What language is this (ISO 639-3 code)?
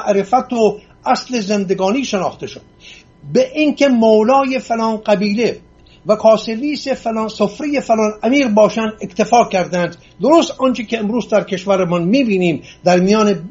fas